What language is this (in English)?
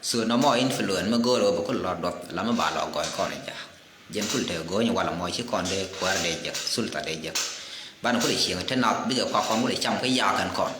Nuer